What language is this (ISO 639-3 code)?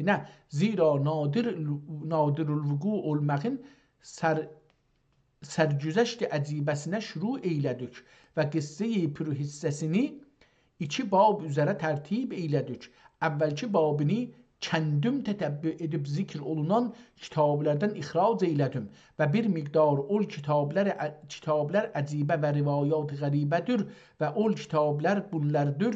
azb